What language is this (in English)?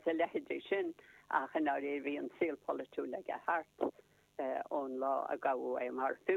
Irish